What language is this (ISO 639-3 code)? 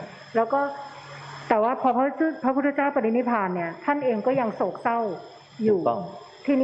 tha